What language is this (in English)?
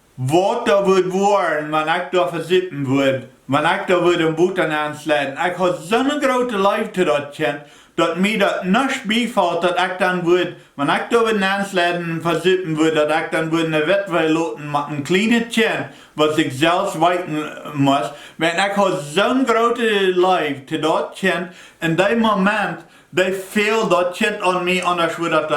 Plautdietsch